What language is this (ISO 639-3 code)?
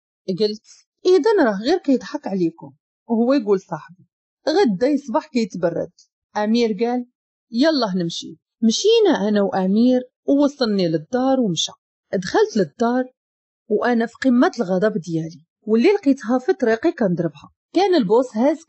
ary